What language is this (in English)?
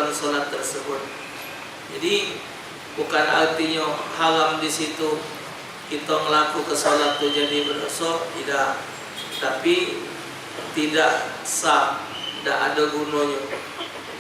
Musi